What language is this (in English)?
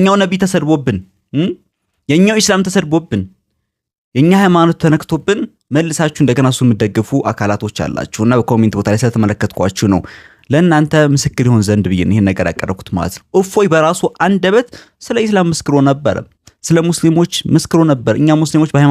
Amharic